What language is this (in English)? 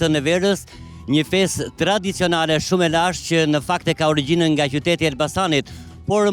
Albanian